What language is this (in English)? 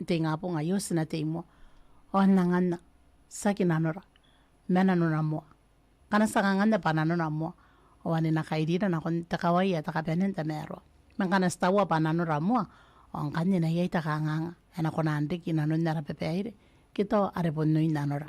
Gilbertese